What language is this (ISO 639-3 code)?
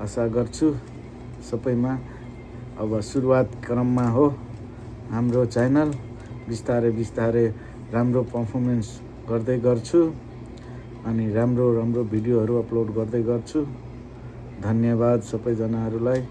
nep